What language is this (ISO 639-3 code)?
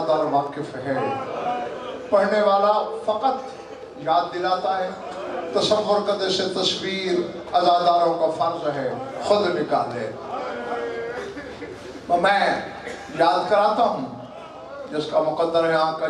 urd